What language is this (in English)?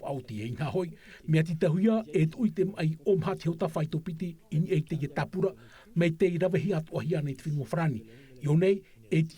Tahitian